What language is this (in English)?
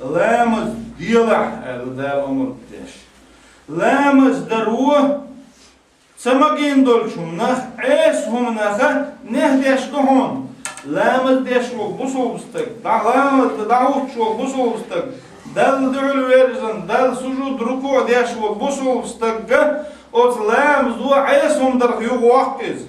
Chechen